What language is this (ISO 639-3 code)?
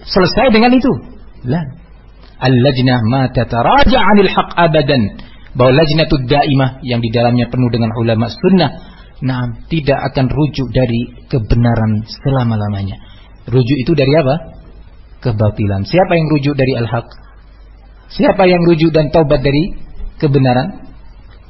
ind